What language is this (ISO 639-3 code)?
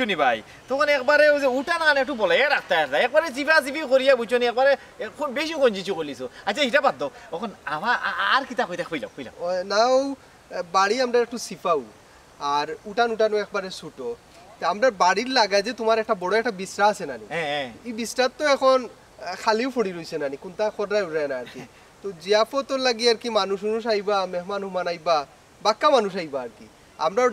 syl